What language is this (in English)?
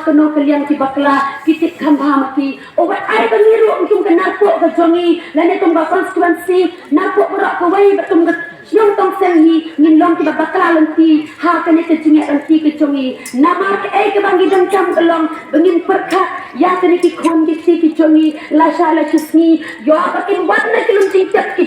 Khasi